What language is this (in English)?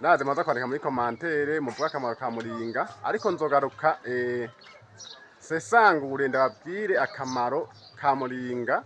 Rundi